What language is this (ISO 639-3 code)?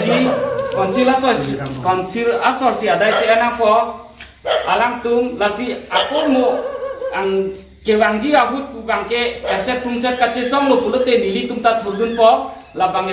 mjw